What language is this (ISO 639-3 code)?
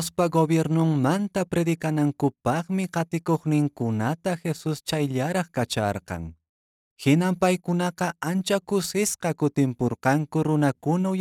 que